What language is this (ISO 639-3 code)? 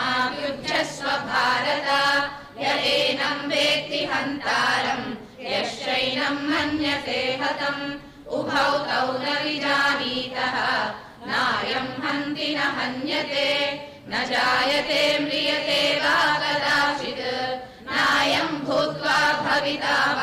san